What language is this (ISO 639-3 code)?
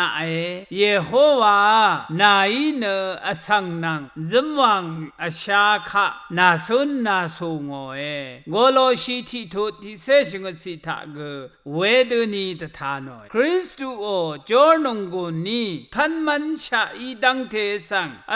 raw